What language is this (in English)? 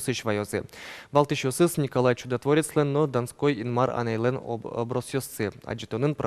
Udmurt